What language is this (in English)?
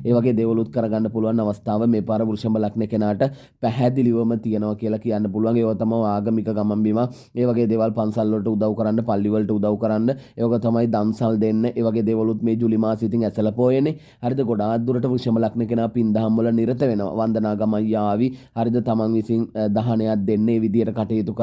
Sinhala